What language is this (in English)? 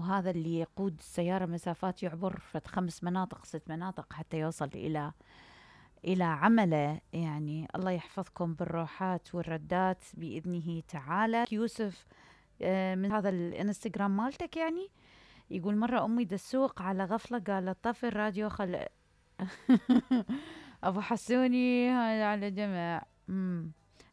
Mesopotamian Arabic